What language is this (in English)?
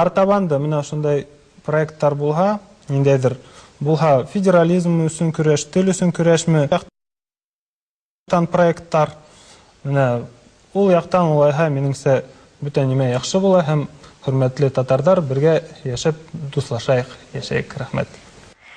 Bashkir